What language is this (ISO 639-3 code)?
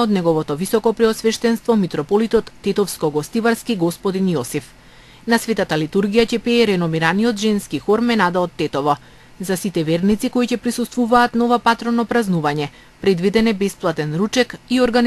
mkd